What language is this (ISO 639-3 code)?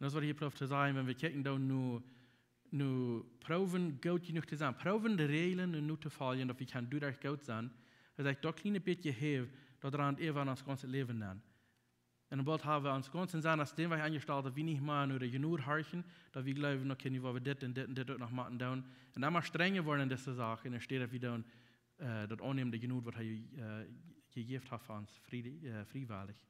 pdt